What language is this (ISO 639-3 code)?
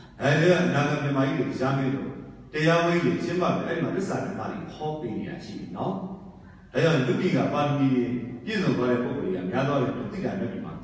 mya